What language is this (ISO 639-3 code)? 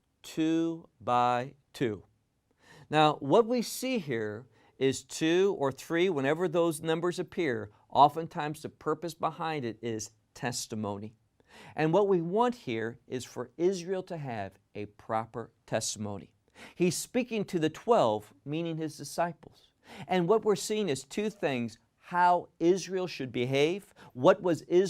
eng